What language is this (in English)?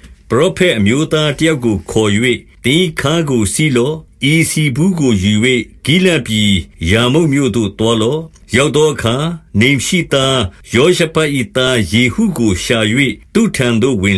Burmese